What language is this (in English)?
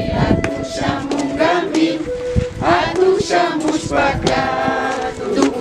Imbabura Highland Quichua